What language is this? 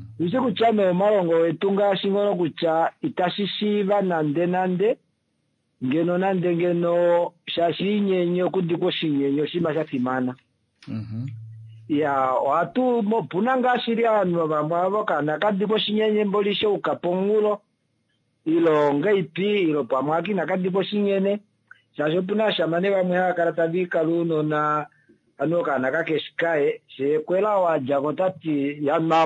Kuanyama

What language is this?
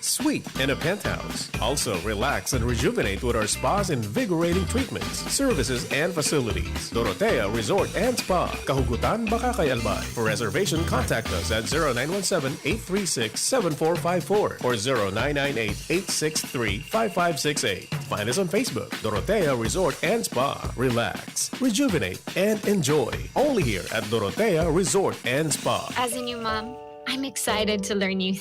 Bikol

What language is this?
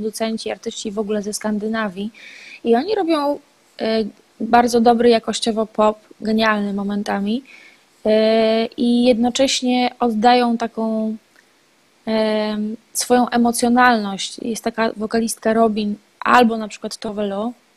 Polish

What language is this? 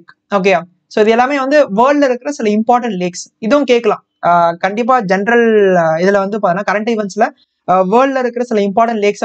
Tamil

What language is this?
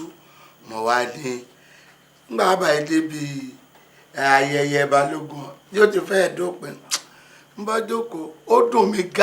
Yoruba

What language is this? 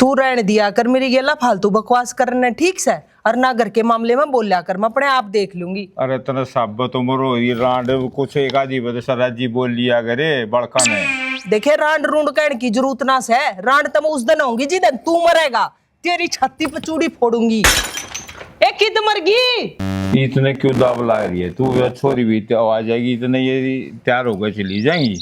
Haryanvi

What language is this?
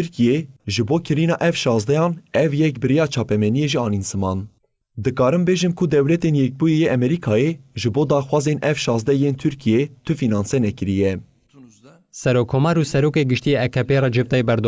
Kurdish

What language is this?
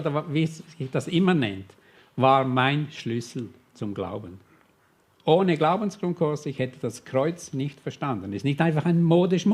Swiss German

